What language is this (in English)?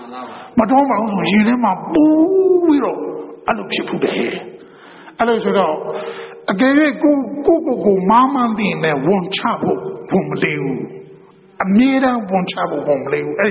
Burmese